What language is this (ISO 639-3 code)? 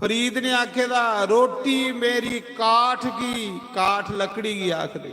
doi